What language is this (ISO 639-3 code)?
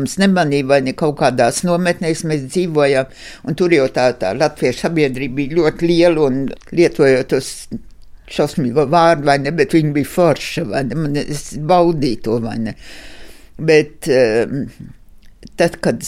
lav